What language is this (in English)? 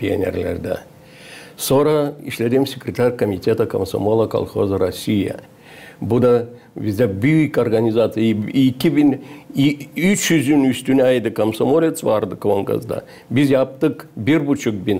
Gagauz